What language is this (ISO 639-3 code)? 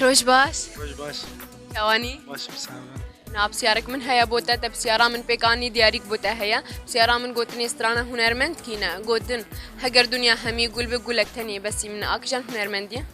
kur